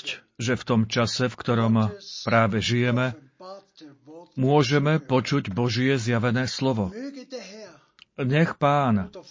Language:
Slovak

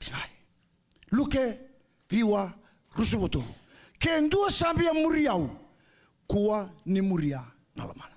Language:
Fijian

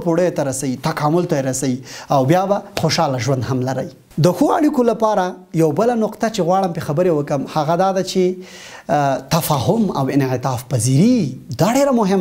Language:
Pashto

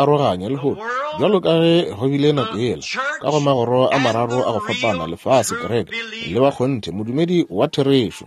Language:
Northern Sotho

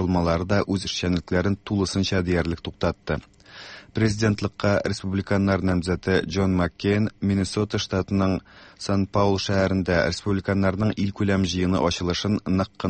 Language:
Tatar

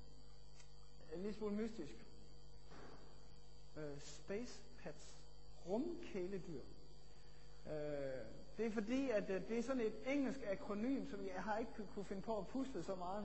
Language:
Danish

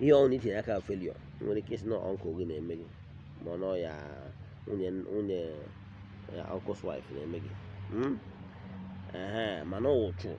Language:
Igbo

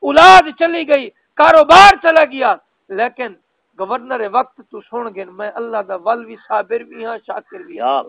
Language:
Saraiki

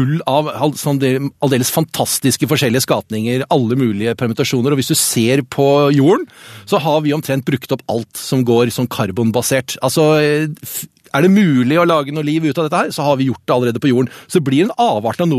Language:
Norwegian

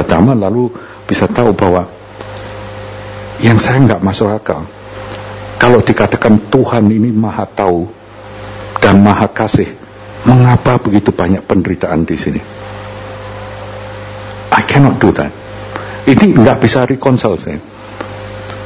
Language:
Indonesian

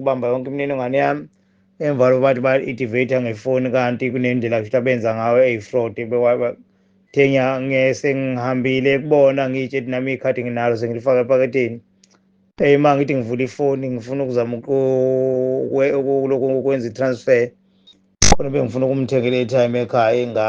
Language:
Zulu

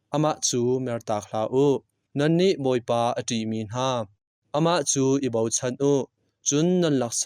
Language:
Hakha Chin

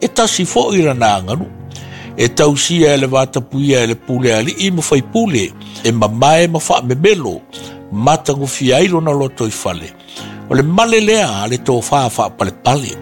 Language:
Samoan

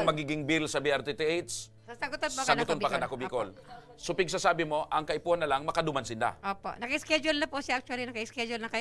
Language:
Bikol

